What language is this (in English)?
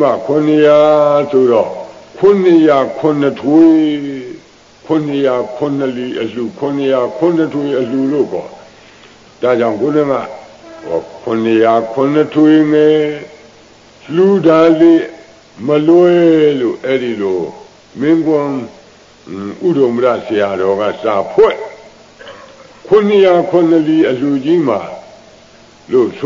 Burmese